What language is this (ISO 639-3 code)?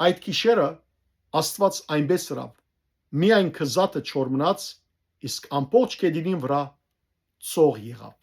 hyw